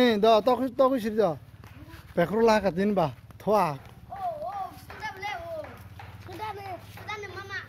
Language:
Kok Borok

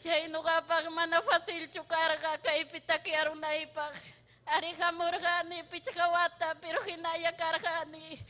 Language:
Ayacucho Quechua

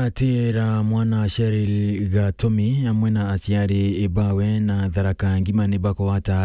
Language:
Meru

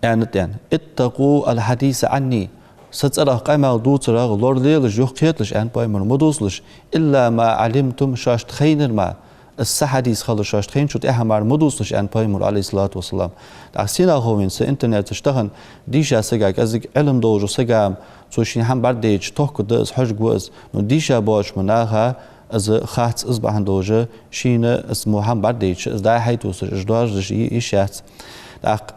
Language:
Ingush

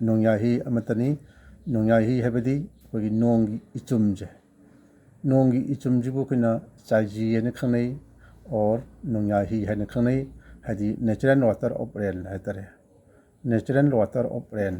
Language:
Manipuri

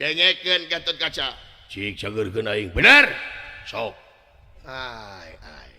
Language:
Sundanese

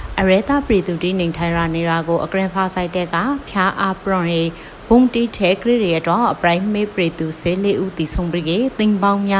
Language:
Burmese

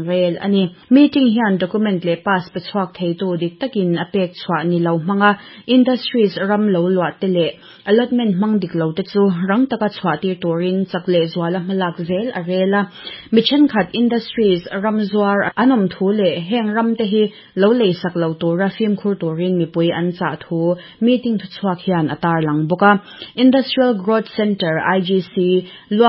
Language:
Mizo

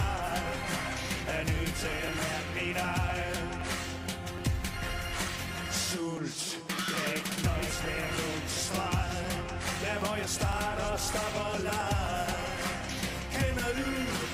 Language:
Danish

